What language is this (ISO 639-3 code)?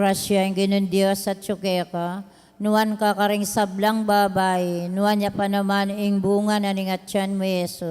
pam